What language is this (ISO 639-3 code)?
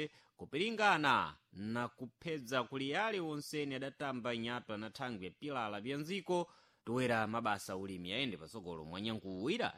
seh